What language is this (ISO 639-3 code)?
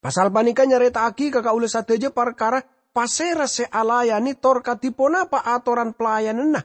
mad